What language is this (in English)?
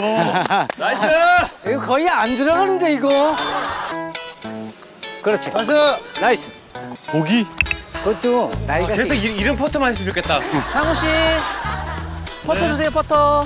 Korean